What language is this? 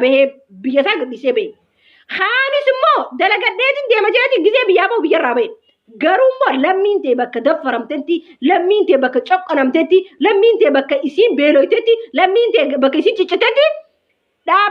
Oromo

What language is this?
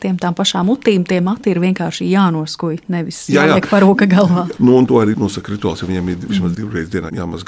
Latvian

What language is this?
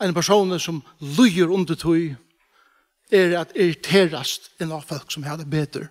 Faroese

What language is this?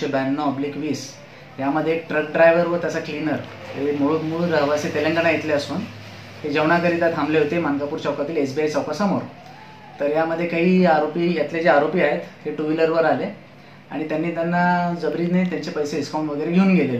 Marathi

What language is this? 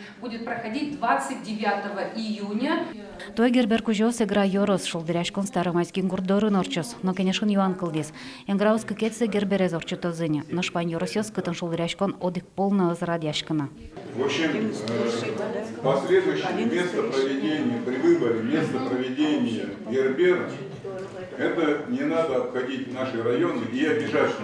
Udmurt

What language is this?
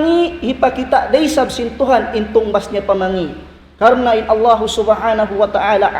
Tausug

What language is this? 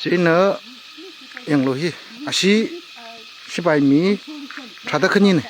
Tangkhul Naga (India)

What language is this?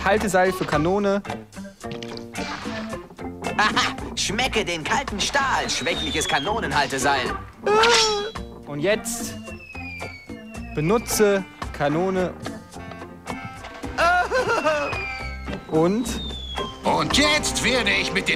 German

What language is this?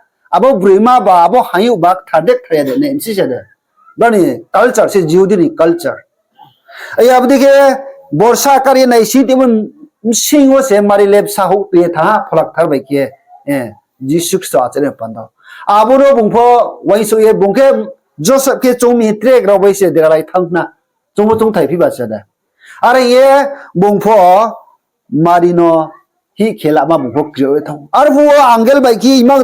Riang (India)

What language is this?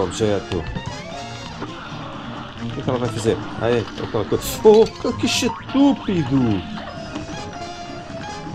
Portuguese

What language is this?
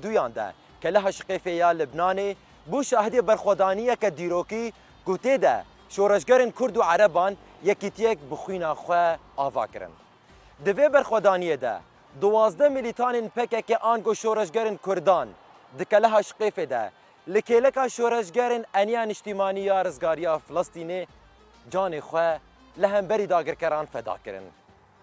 Kurdish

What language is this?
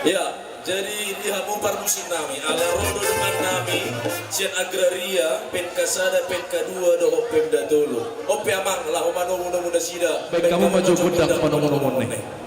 Batak Toba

